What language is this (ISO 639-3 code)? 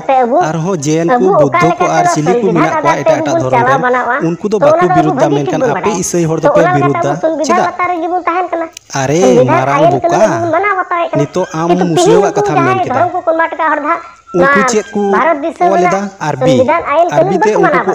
sat